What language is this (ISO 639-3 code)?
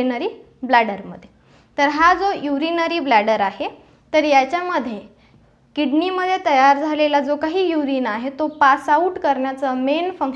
mar